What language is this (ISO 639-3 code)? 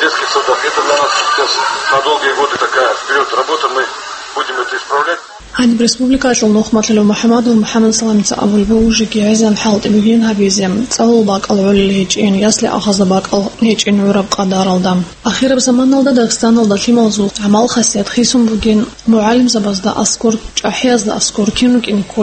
ava